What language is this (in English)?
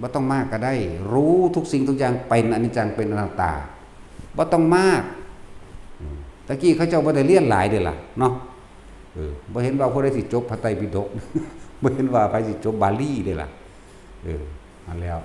Northeastern Thai